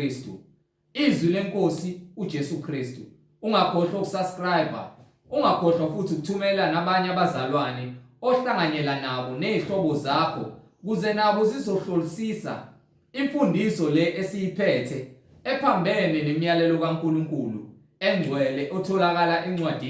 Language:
Zulu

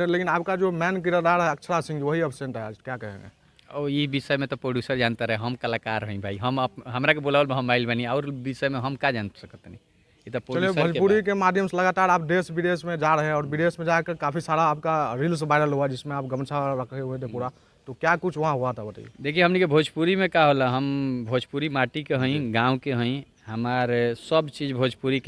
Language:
Bhojpuri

